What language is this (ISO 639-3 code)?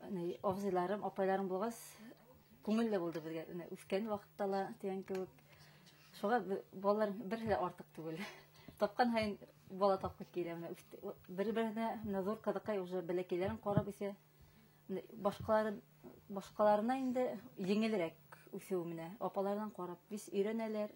bak